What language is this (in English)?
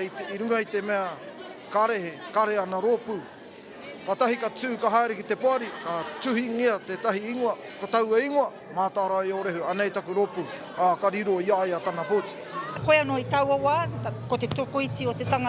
Māori